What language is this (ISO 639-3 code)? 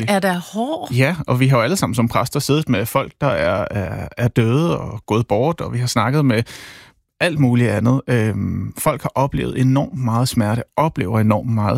dan